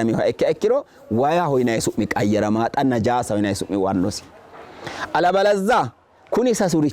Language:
Sidamo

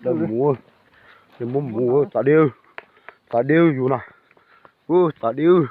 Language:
Hmong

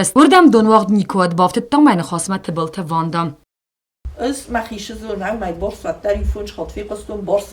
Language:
Ossetic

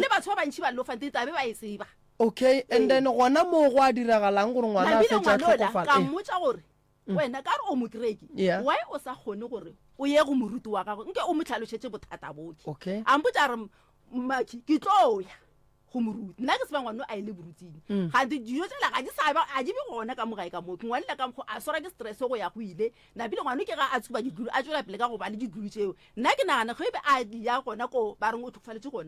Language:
Northern Sotho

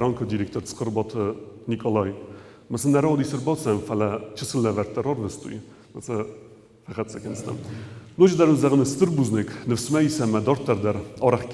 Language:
Ossetic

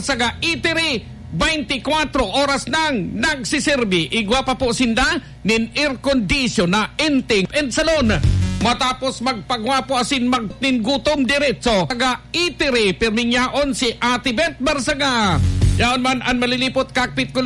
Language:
Bikol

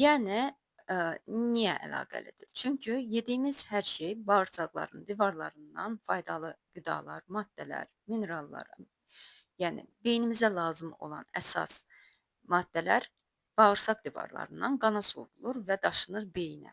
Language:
Azerbaijani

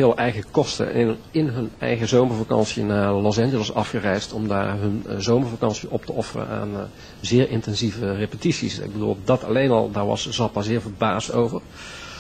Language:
Dutch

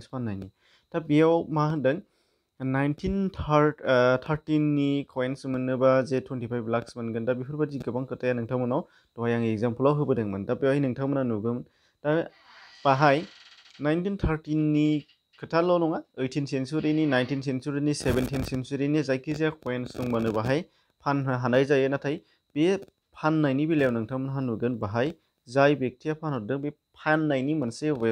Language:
Bodo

